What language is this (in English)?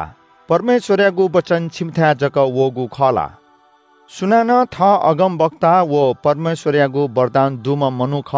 Newari